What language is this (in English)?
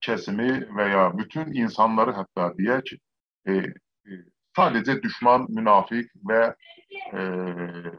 South Azerbaijani